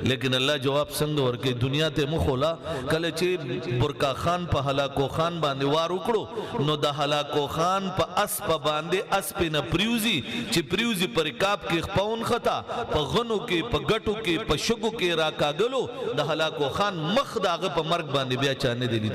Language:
Pashto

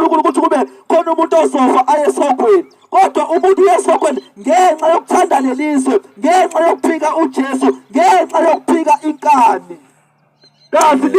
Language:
Zulu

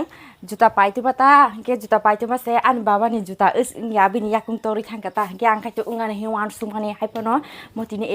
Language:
Kok Borok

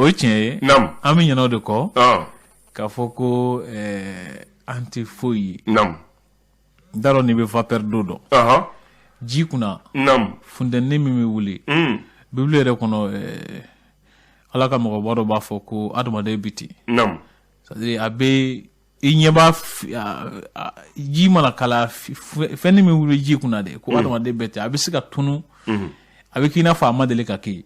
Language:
Bambara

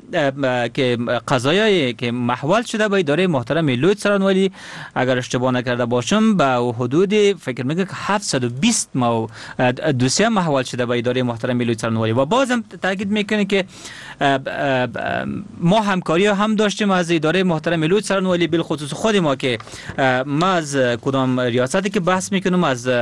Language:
Persian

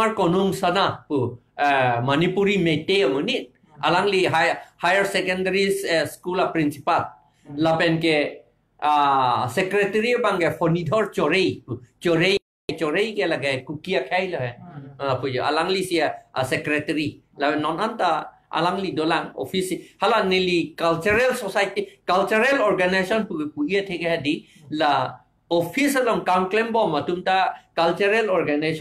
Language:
Karbi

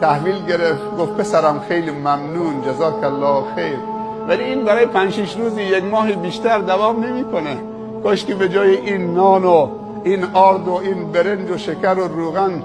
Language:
Persian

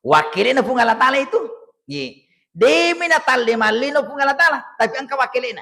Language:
Buginese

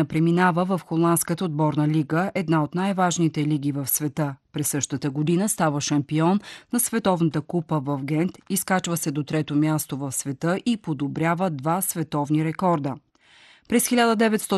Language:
Bulgarian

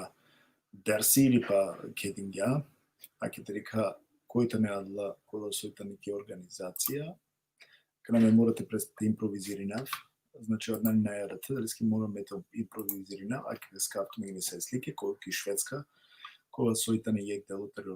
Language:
Balkan Romani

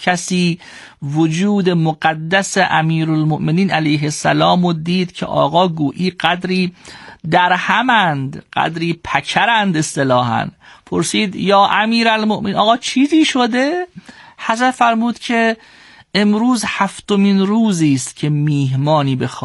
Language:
Persian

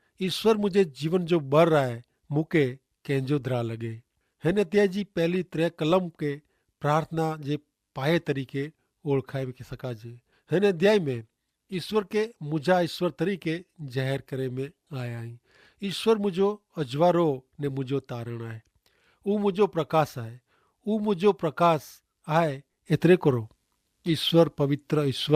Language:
Kachhi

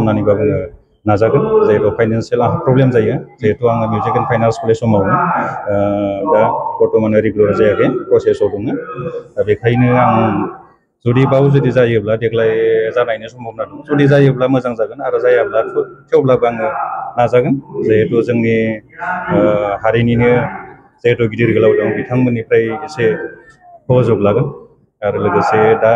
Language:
Bodo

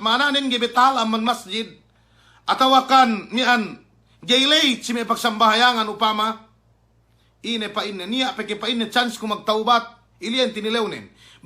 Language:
Yakan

